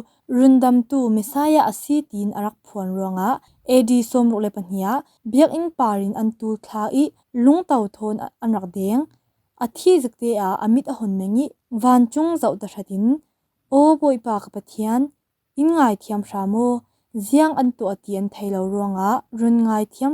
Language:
Falam Chin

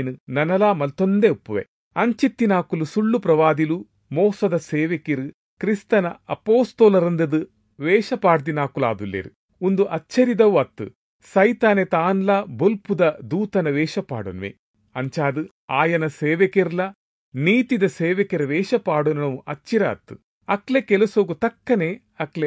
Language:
Tulu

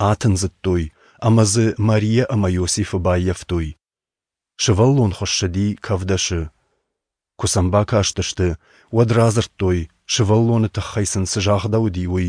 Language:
Ossetic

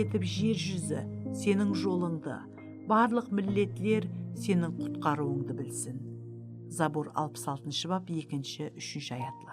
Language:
Kara-Kalpak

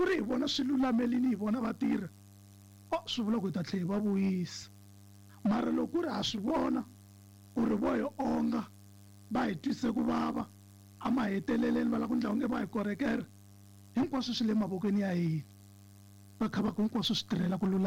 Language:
Tsonga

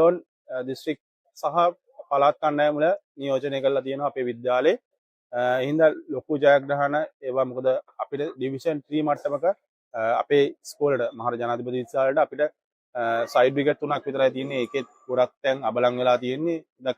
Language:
Sinhala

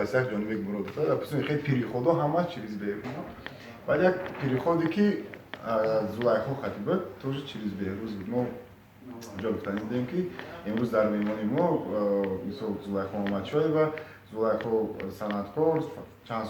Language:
Tajik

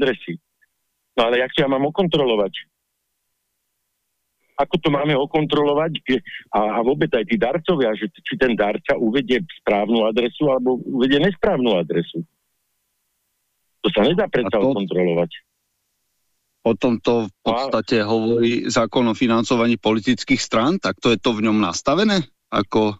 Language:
Slovak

